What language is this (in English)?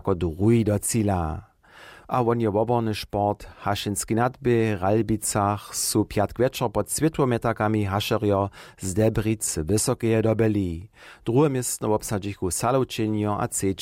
Upper Sorbian